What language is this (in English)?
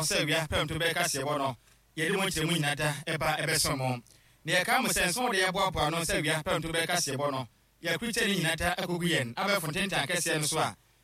Akan